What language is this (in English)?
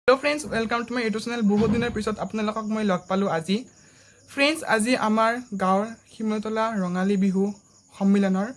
Assamese